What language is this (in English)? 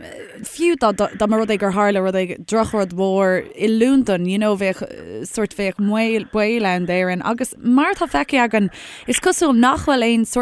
Irish